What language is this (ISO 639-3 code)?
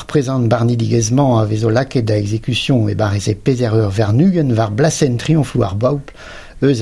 bre